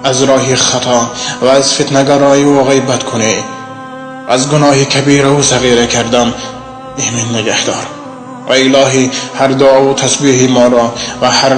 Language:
Tajik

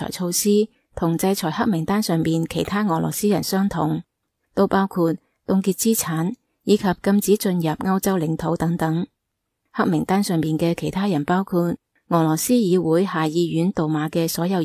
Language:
Cantonese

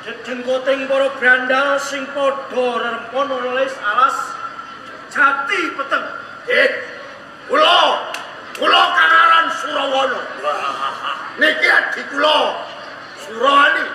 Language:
Javanese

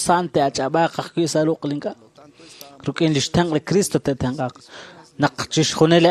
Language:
Kekchí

